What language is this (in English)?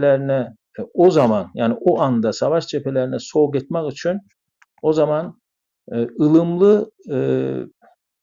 South Azerbaijani